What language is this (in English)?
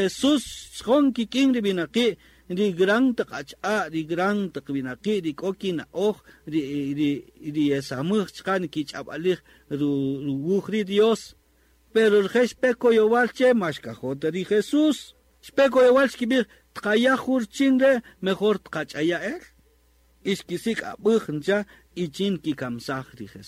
Kaqchikel